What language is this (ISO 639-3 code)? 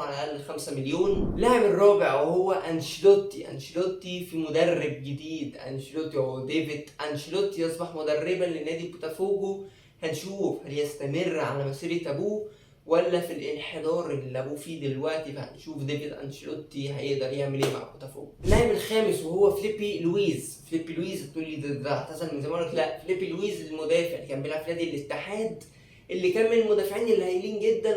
arz